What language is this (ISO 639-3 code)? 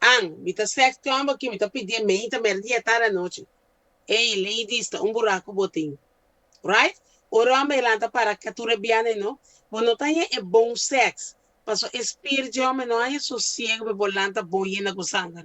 pap